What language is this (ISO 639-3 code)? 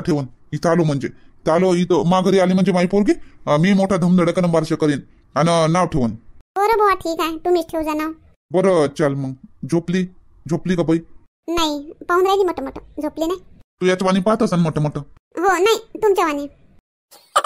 mar